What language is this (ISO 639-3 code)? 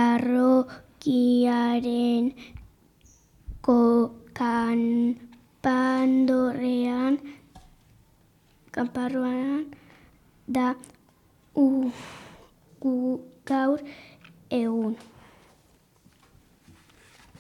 eus